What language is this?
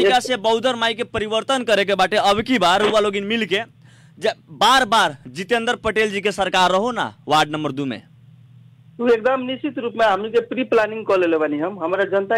Bhojpuri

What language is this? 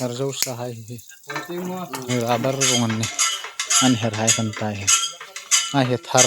Hmar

